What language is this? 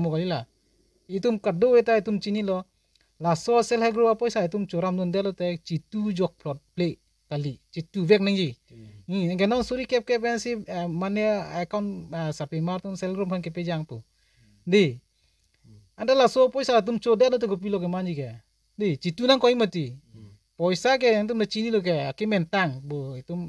Karbi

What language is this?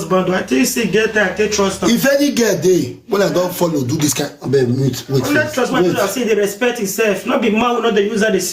Nigerian Pidgin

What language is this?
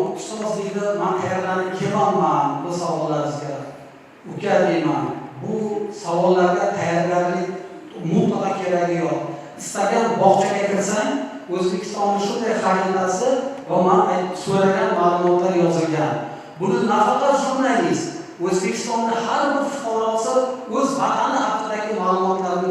Uzbek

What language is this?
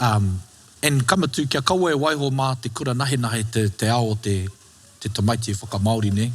Māori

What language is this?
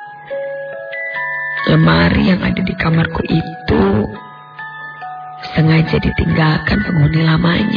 Indonesian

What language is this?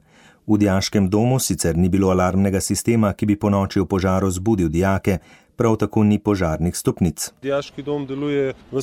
Slovenian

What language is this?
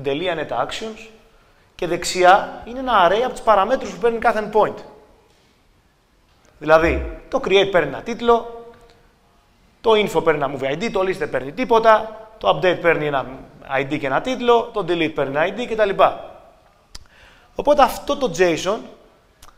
Greek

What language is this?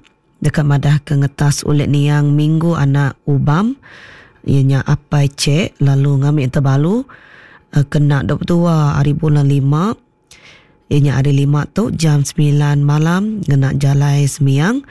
Iban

